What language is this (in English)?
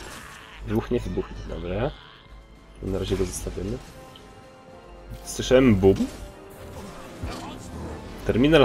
Polish